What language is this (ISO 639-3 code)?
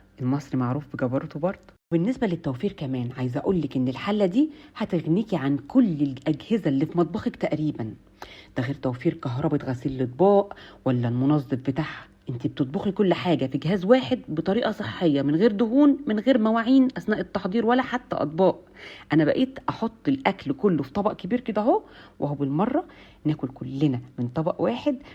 arz